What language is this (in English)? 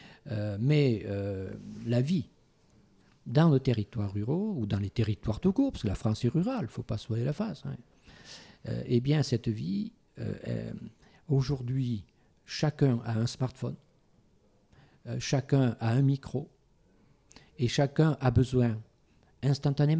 French